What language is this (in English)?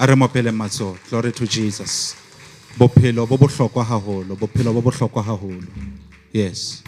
Southern Sotho